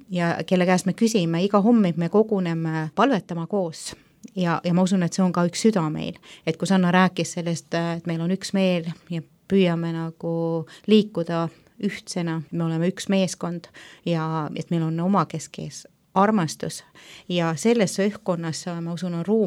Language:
Estonian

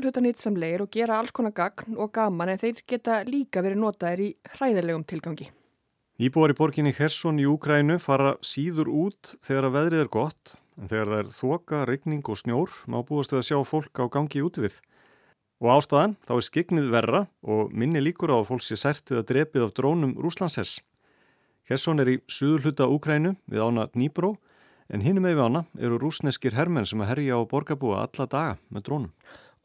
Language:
Icelandic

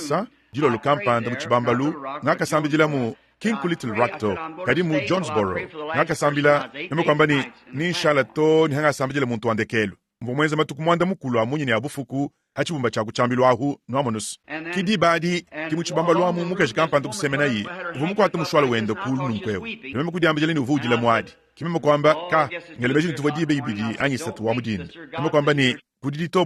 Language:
Luba-Lulua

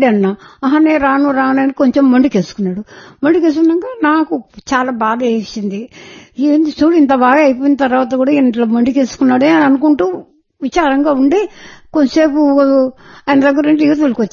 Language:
Telugu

